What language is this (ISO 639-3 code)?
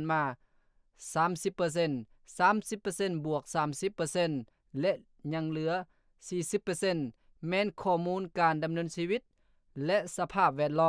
lao